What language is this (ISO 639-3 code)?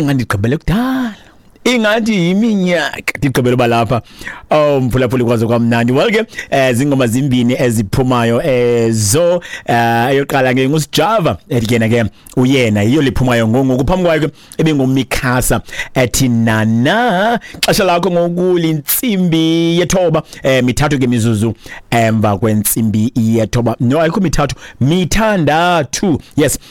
xho